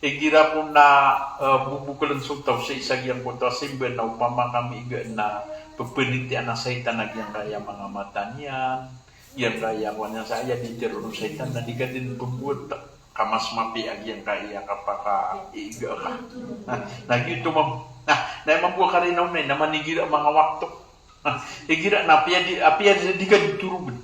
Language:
Maranao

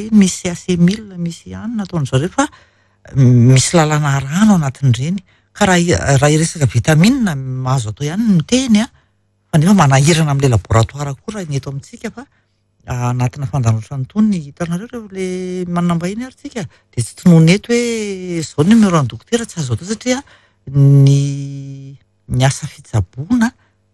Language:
Malagasy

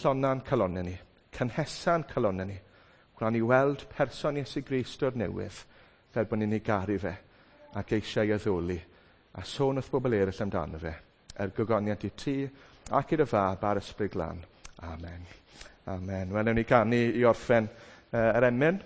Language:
Welsh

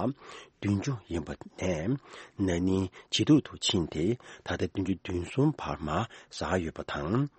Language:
Tibetan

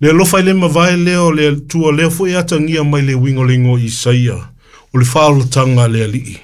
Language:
Samoan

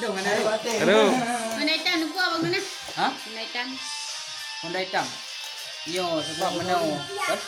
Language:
Achinese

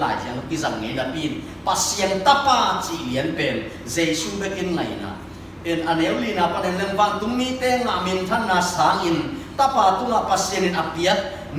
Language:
Tedim Chin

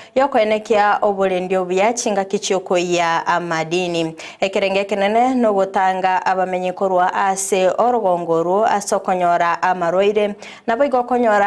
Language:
Gusii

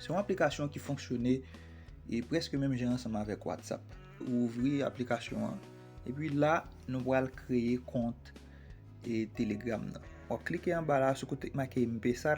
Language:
Haitian Creole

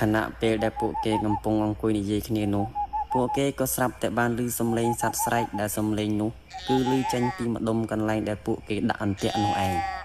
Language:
Khmer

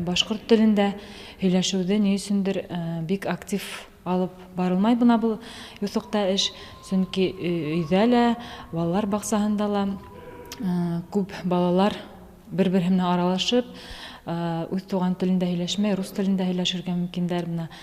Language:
Bashkir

